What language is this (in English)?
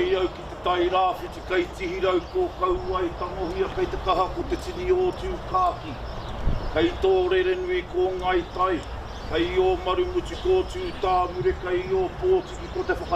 Māori